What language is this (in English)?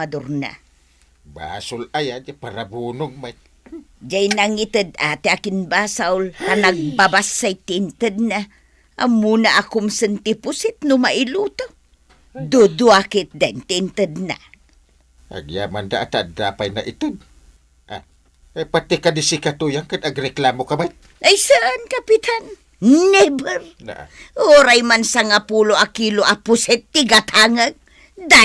Iloko